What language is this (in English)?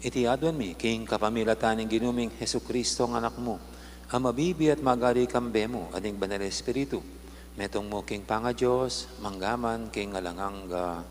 Pampanga